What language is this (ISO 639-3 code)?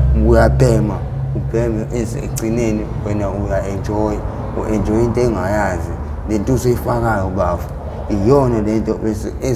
zul